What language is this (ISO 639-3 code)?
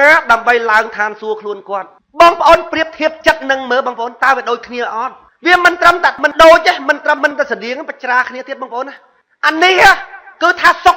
khm